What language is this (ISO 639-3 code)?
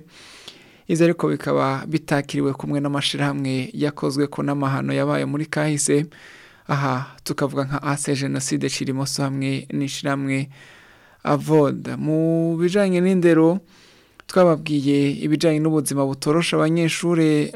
run